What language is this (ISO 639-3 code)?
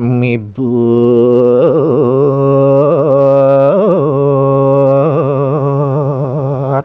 ban